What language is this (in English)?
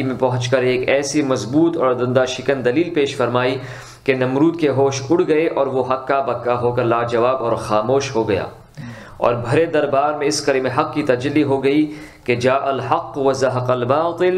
Urdu